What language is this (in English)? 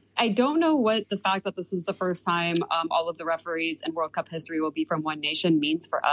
English